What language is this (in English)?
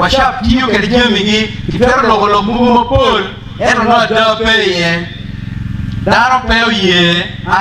Acoli